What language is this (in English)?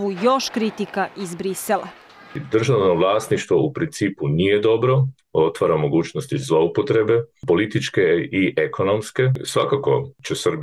Serbian